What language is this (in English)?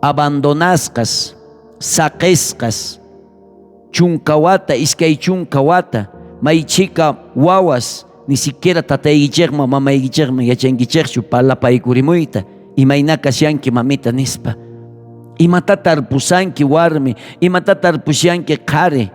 South Bolivian Quechua